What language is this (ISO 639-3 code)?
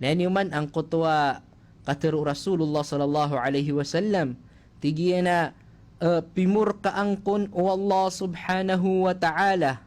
mrw